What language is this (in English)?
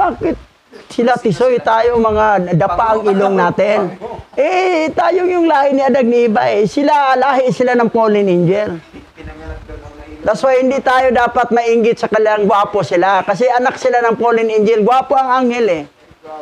Filipino